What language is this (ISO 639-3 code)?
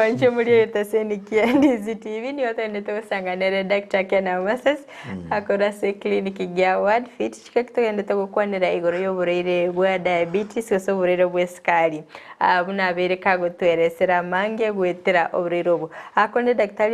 guz